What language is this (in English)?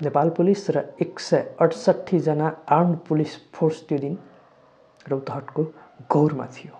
Nepali